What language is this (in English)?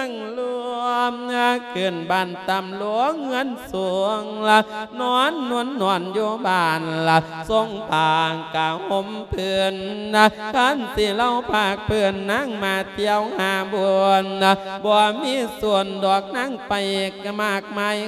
Lao